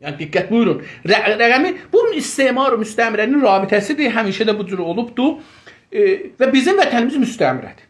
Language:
South Azerbaijani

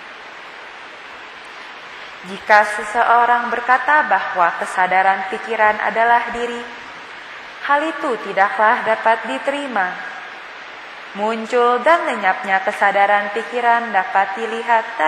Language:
Indonesian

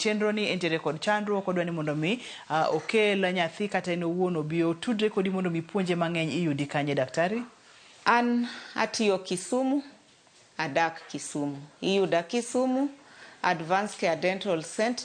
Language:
Luo (Kenya and Tanzania)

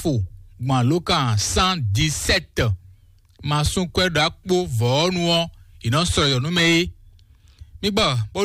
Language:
Fon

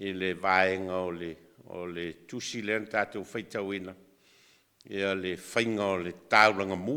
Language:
Samoan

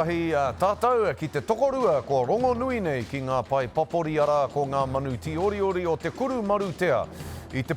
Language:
Māori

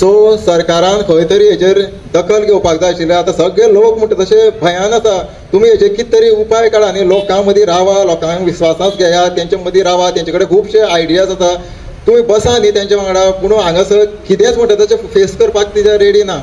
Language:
Konkani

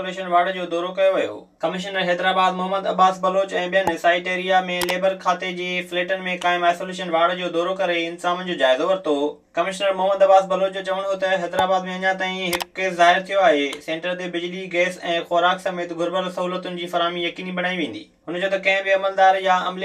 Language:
Sindhi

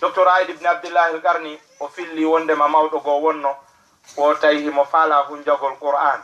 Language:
Fula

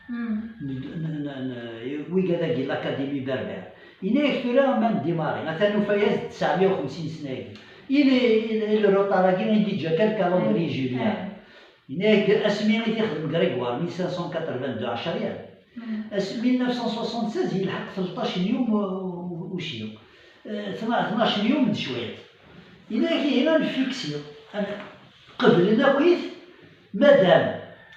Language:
Kabyle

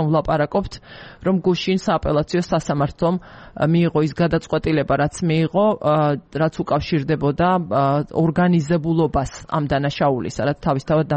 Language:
Georgian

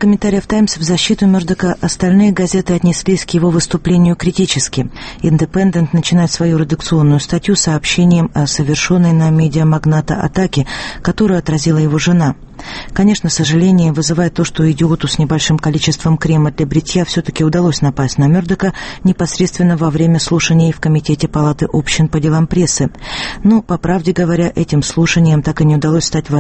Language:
Russian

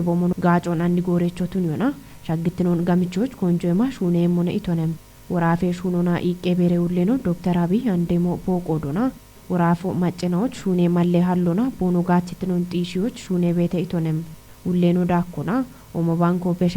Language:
Kafa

